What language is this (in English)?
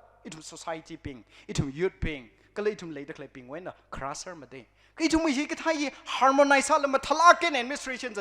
Tangkhul Naga (India)